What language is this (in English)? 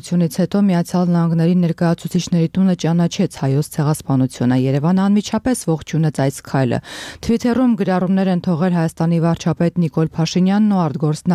Armenian